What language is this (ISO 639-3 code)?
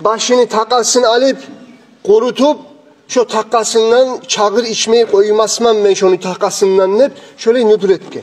kum